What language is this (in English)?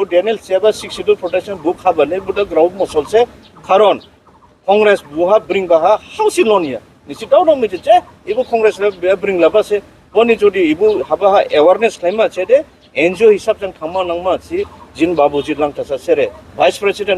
Dimasa